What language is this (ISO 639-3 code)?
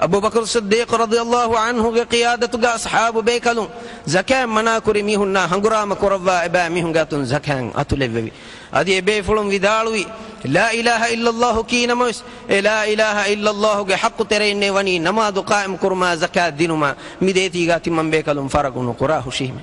div